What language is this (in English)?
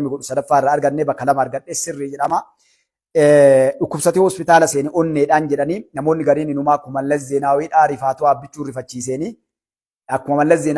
Oromo